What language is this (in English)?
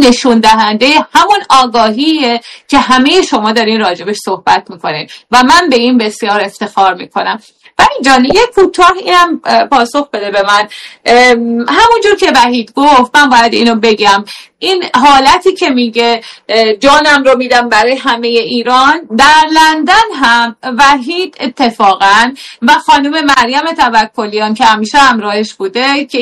Persian